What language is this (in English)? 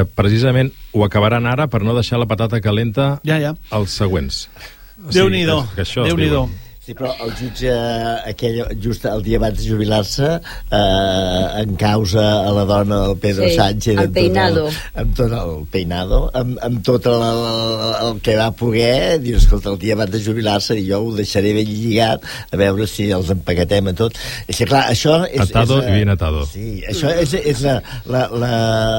Catalan